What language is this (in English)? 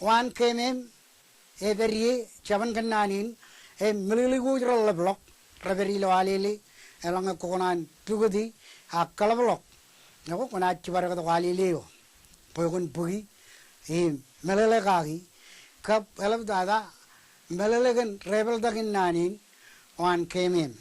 Marshallese